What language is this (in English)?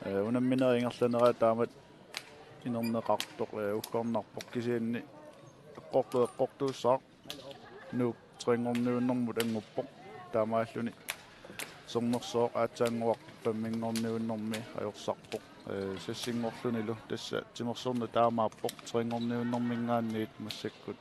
Kalaallisut